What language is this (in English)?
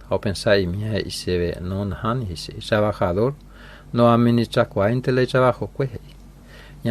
Guarani